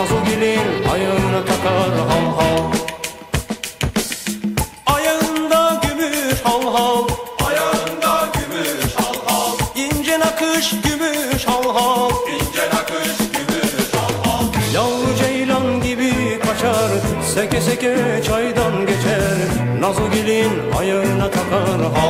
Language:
Turkish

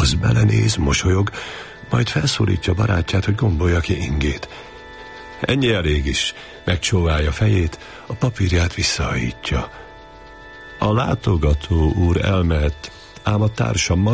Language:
Hungarian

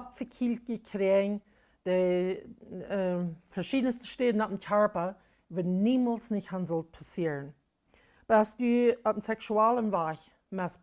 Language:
Plautdietsch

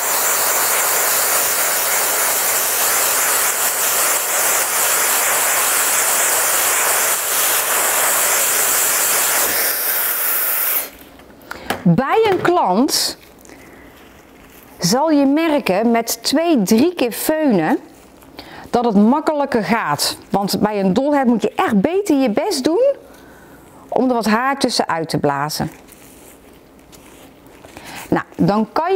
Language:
Dutch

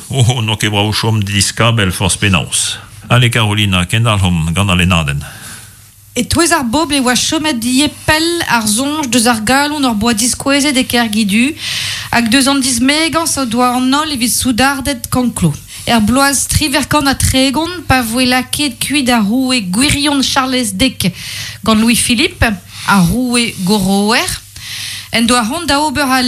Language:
Breton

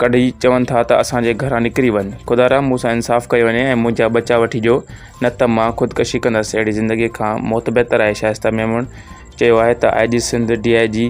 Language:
Sindhi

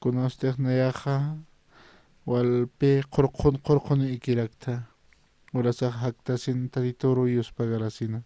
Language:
Aymara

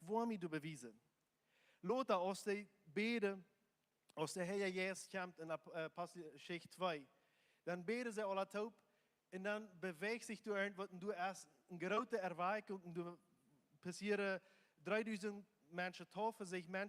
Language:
Plautdietsch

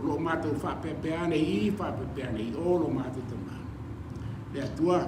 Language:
Samoan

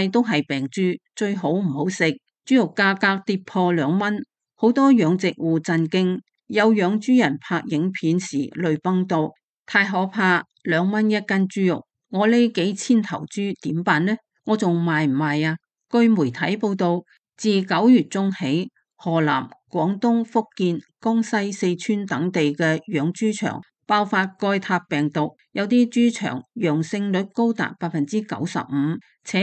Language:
Cantonese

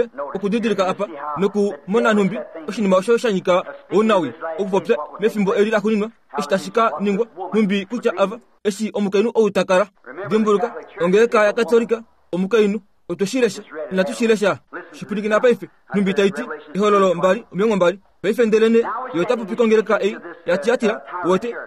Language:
Kuanyama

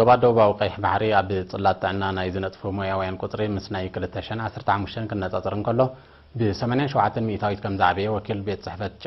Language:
Tigrinya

